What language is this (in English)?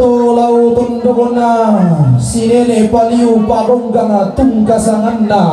Toraja-Sa'dan